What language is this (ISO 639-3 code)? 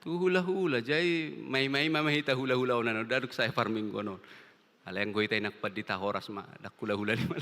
bbc